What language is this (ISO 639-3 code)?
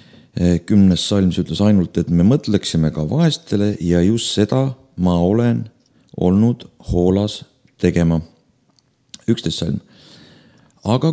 est